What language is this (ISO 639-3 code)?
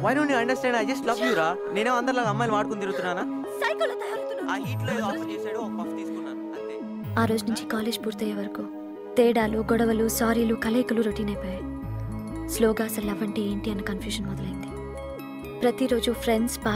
tel